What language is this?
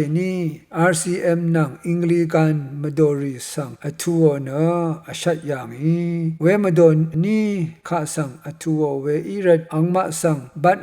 Rawang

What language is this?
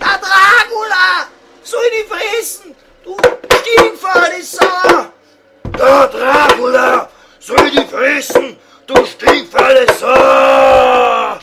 Bavarian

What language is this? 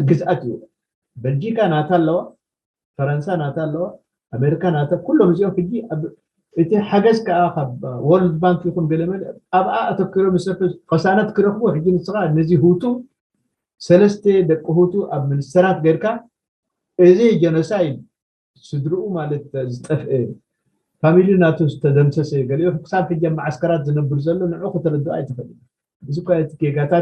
Tigrinya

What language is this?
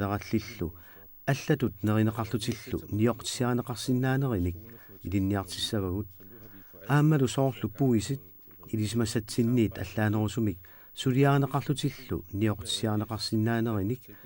Kalaallisut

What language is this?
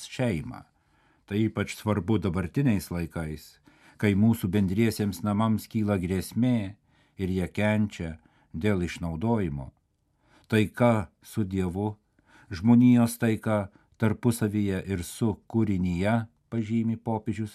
Lithuanian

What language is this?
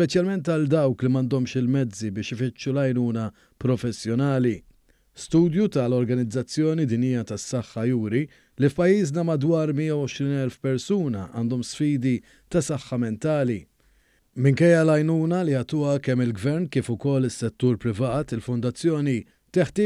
Maltese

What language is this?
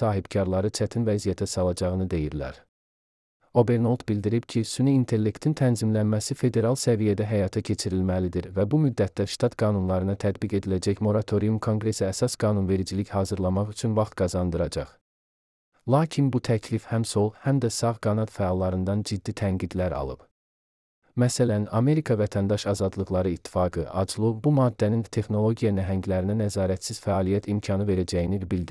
Azerbaijani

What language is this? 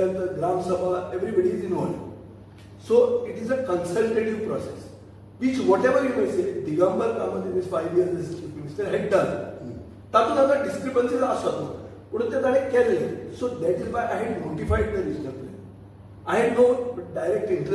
Konkani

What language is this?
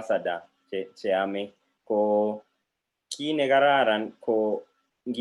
Kalenjin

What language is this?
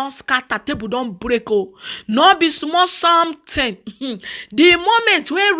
Nigerian Pidgin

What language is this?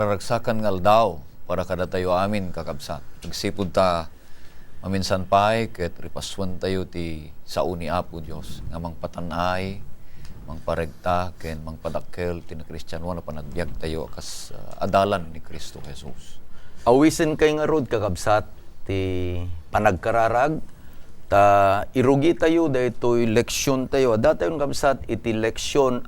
Iloko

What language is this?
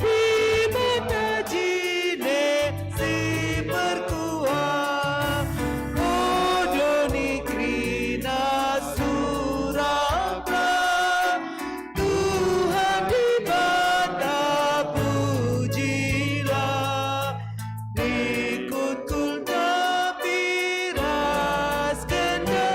Batak Karo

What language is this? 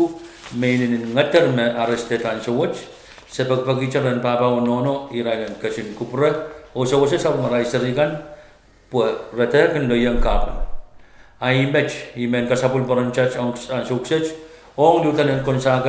Pohnpeian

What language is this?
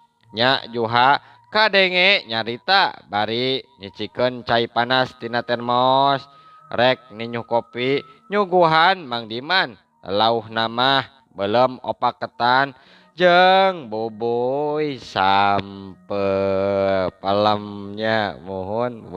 Sundanese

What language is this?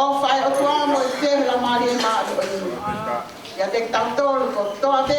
Tongan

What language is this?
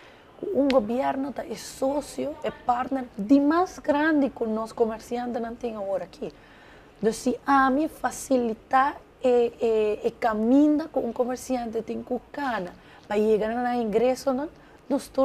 Papiamento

